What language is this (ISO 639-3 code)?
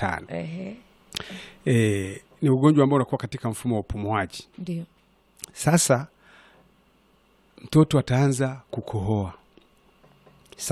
swa